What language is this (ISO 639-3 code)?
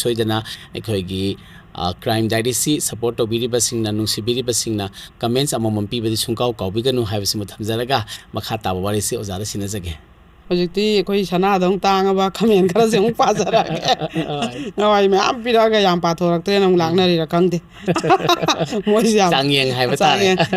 mni